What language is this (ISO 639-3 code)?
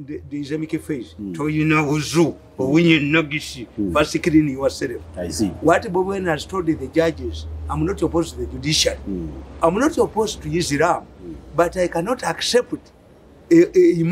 eng